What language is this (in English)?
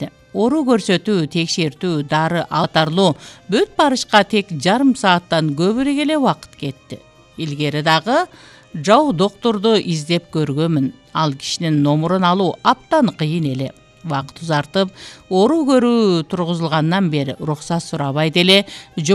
Kyrgyz